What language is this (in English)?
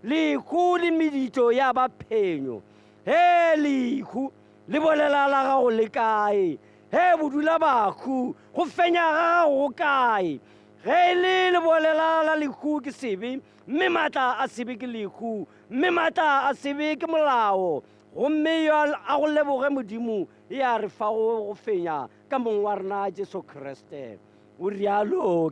Tswana